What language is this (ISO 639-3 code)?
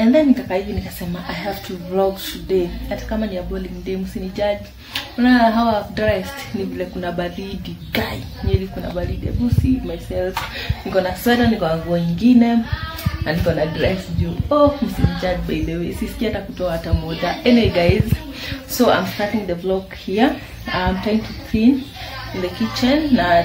swa